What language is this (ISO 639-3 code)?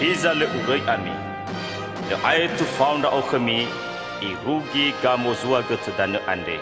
nia